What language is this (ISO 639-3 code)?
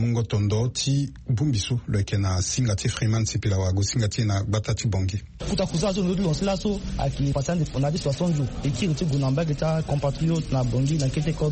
sag